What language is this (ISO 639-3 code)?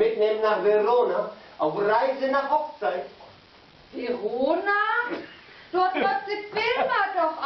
nds